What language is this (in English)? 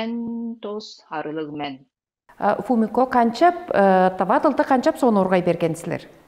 Tuvinian